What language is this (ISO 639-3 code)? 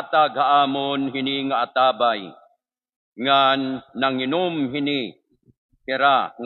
war